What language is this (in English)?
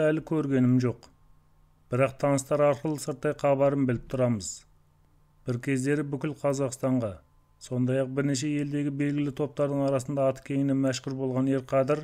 Kazakh